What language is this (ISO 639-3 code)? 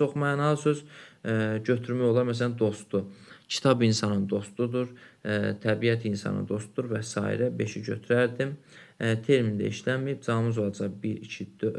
aze